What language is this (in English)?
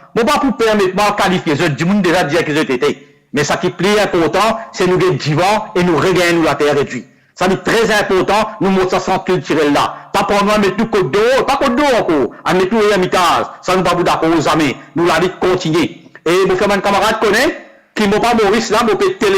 Morisyen